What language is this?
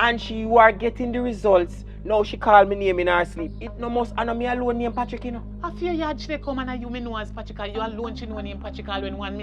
Jamaican Creole English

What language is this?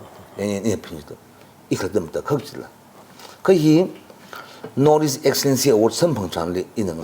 Tangkhul Naga (India)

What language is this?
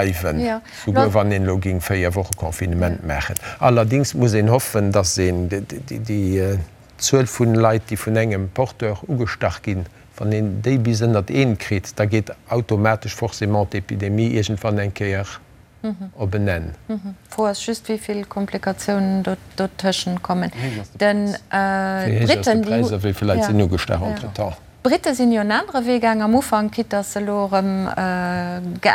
Luxembourgish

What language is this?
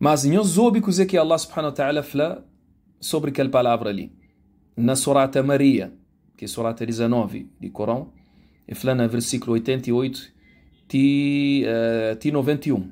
Kabuverdianu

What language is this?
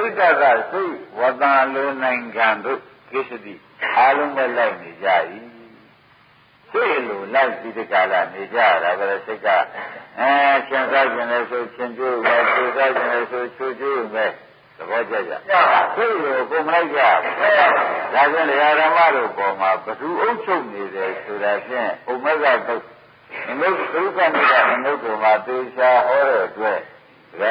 Burmese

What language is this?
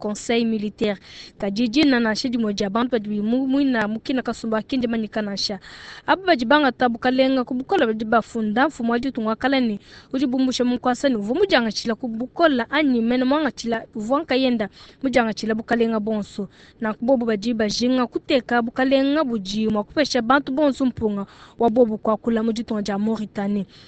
Luba-Lulua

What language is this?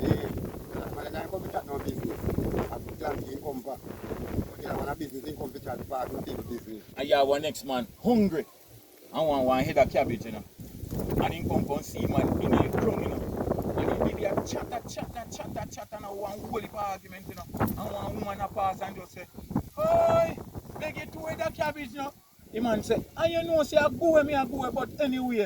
Jamaican Creole English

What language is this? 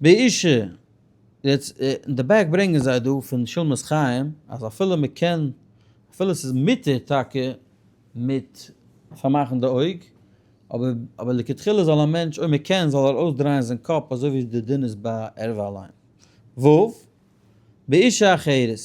Yiddish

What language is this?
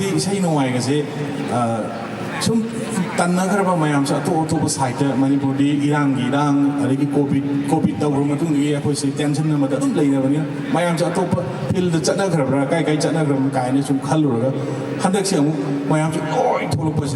Manipuri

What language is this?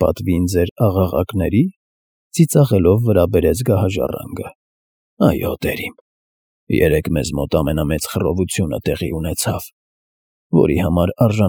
Armenian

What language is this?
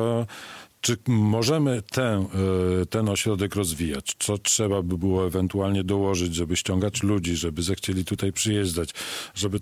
Polish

